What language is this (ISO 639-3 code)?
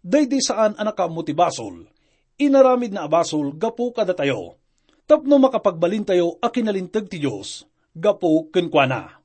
ilo